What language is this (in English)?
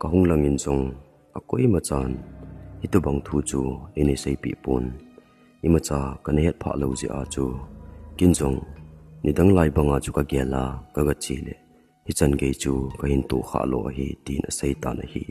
Thado Chin